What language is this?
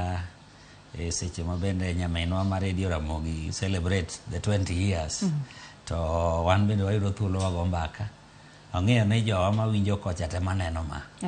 Luo (Kenya and Tanzania)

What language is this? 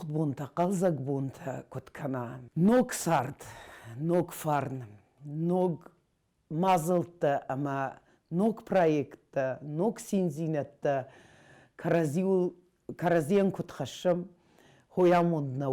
Ossetic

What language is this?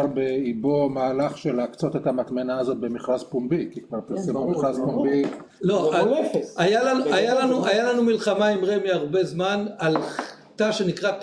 Hebrew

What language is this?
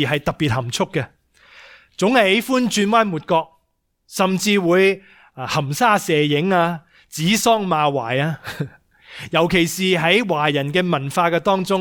Cantonese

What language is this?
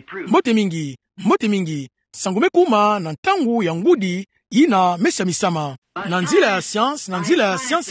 Kituba (Democratic Republic of Congo)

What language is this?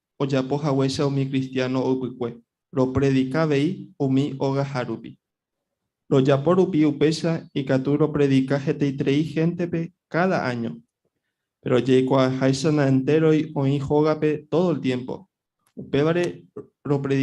Guarani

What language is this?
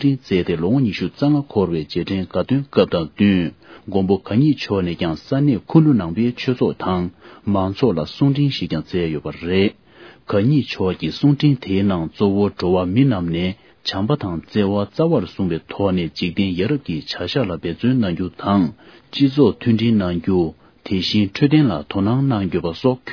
Tibetan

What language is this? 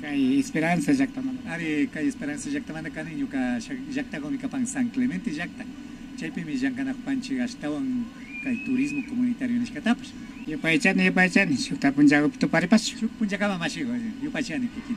Imbabura Highland Quichua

